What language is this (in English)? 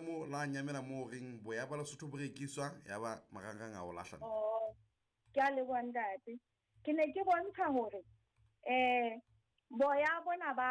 Southern Sotho